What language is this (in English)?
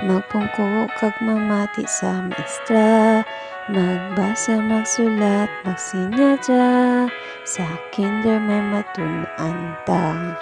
Hiligaynon